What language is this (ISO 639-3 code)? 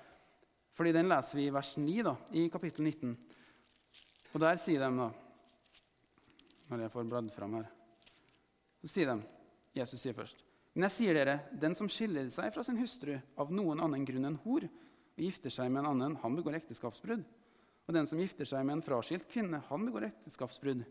nor